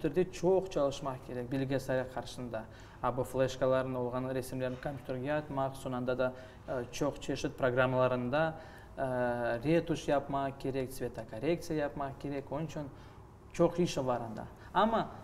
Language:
Crimean Tatar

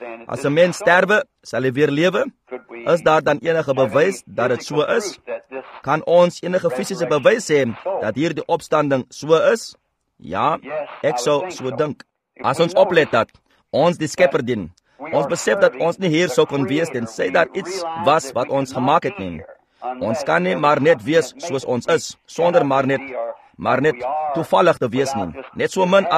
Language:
Afrikaans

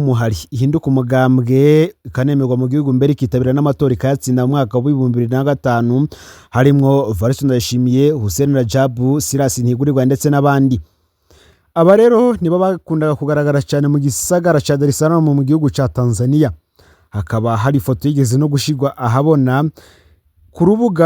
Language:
Rundi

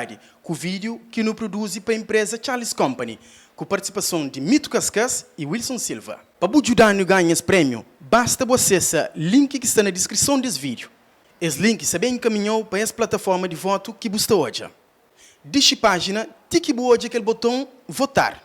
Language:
Kabuverdianu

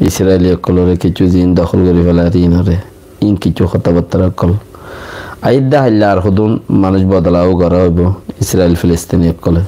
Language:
Rohingya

